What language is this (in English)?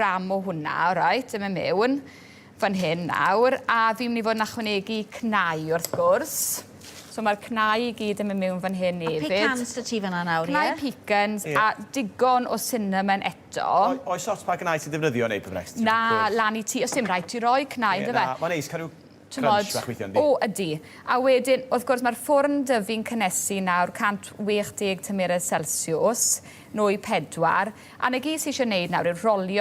Welsh